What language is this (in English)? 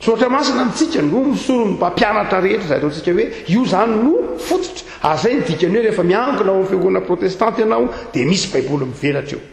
Malagasy